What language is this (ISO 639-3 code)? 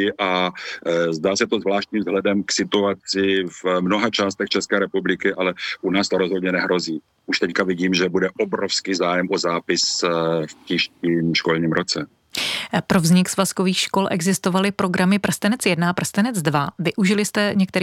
ces